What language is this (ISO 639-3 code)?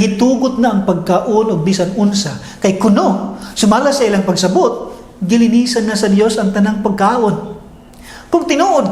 ceb